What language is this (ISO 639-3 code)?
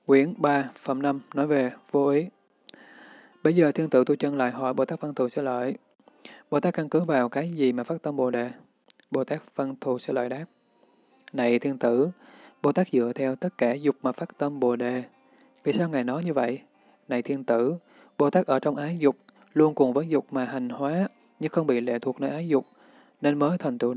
vie